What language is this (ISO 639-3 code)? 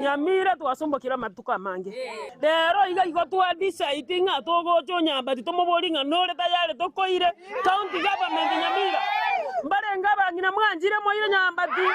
guz